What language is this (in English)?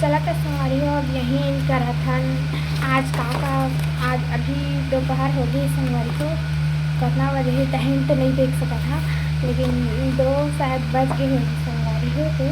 Chhattisgarhi